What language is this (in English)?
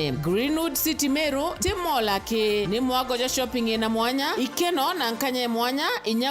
Meru